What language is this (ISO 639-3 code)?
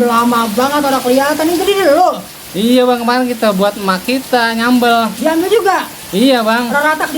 bew